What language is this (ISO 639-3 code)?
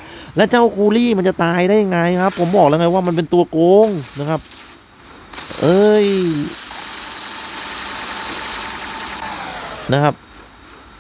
tha